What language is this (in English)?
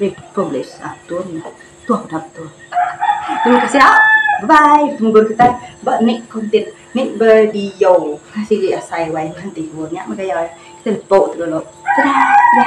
Iban